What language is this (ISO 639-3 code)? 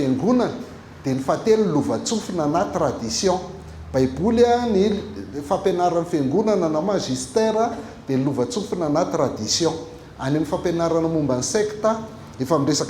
mlg